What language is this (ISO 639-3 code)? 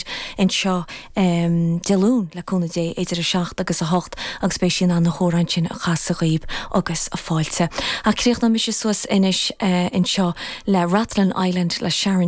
gle